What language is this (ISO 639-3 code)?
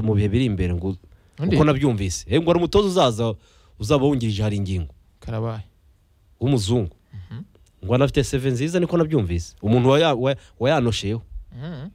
kin